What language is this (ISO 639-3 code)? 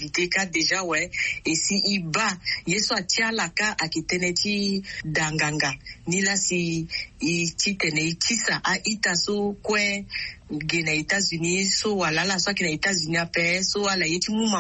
sag